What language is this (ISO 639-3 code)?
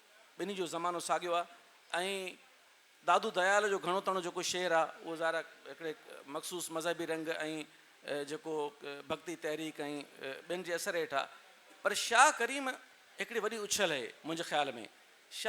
snd